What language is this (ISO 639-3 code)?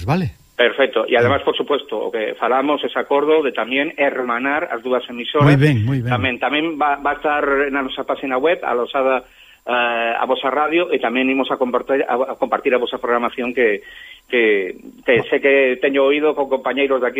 glg